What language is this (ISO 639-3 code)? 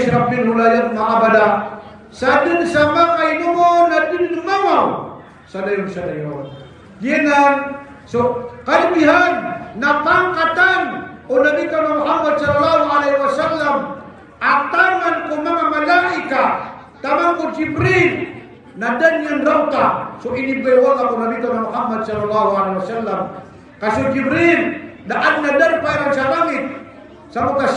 mrw